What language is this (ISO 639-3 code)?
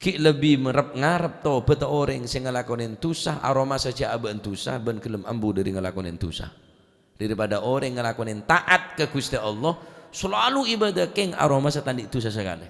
mad